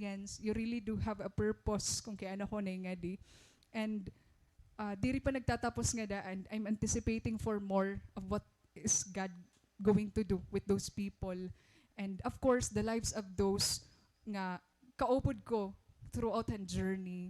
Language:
Waray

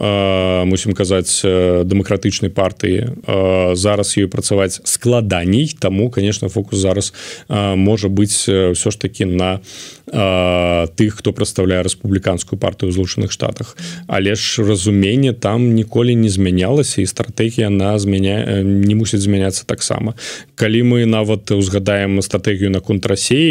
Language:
Belarusian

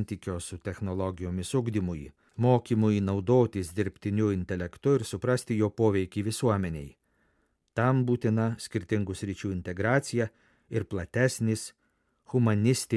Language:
Lithuanian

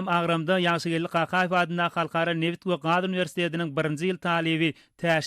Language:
Turkmen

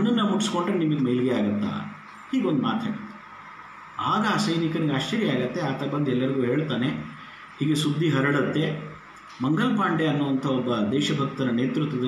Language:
Kannada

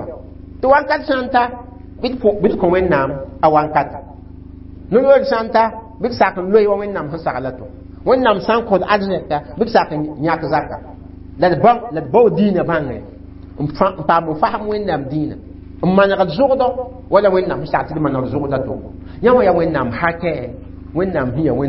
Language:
Mossi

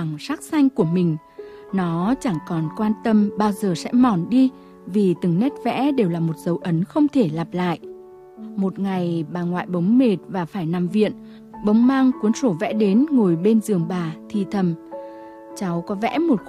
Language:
Vietnamese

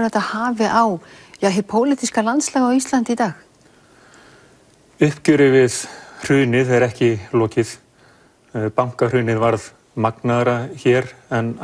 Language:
Icelandic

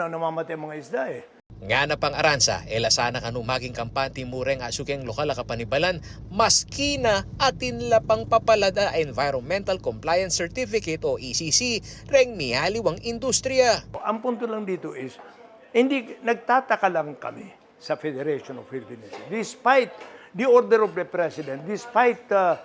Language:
Pampanga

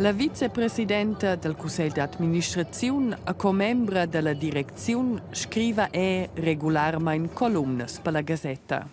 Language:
Romansh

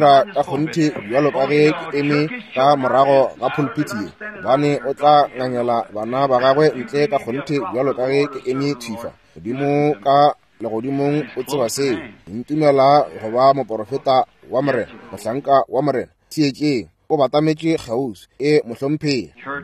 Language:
Northern Sotho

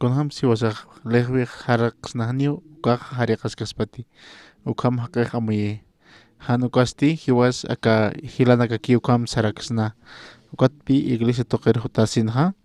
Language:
Aymara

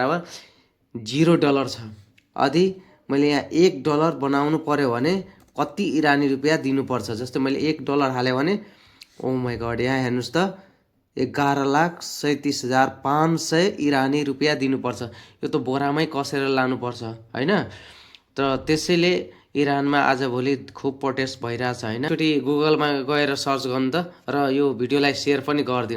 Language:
Nepali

